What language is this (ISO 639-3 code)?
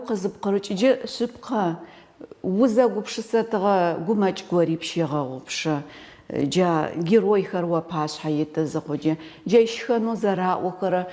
ady